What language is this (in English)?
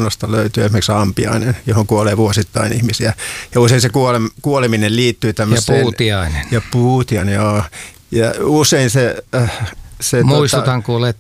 Finnish